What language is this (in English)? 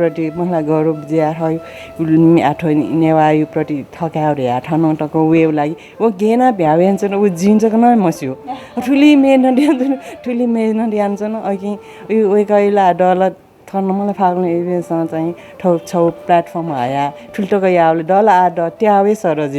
Newari